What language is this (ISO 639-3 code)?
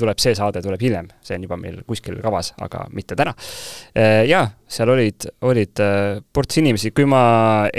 est